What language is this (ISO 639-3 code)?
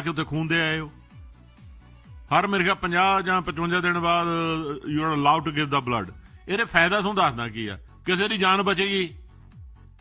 pan